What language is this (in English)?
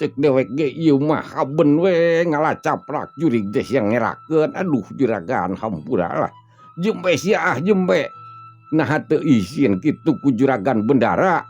Sundanese